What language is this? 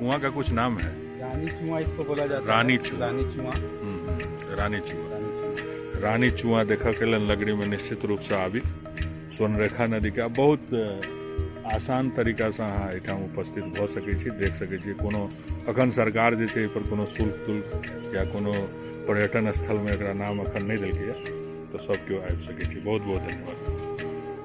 Maithili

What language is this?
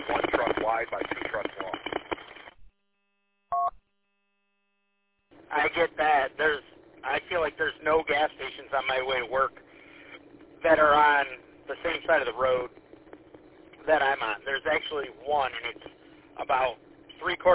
English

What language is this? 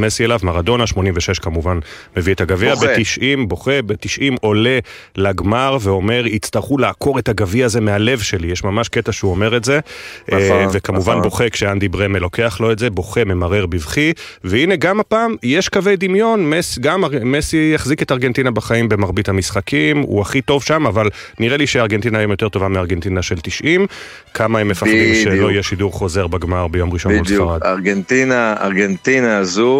Hebrew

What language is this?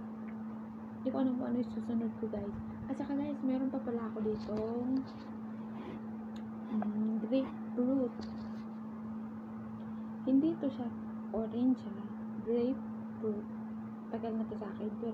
Filipino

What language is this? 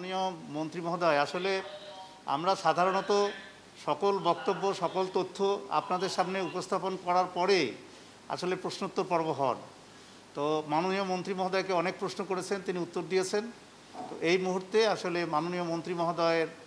Bangla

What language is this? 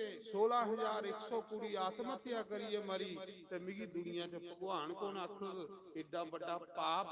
Dogri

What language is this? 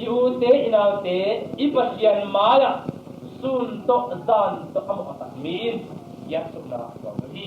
Tedim Chin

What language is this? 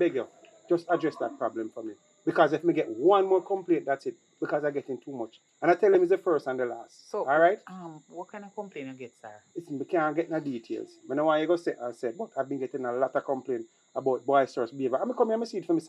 Jamaican Creole English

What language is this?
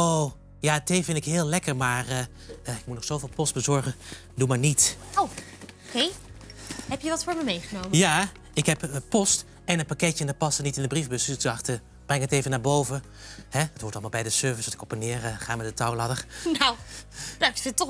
Dutch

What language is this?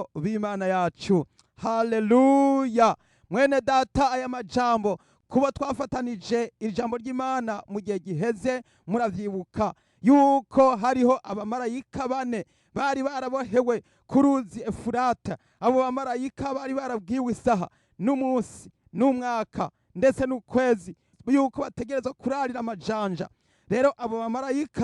Rundi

